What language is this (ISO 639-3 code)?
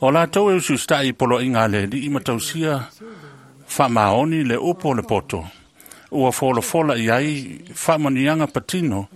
smo